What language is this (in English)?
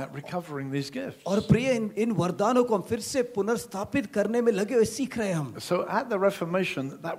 Hindi